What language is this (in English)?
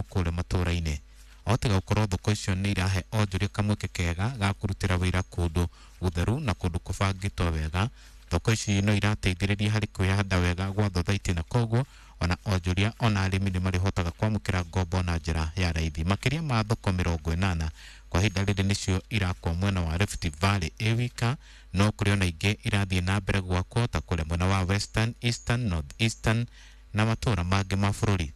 Kikuyu